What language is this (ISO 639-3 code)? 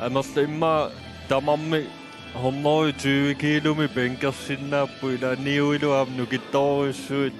kal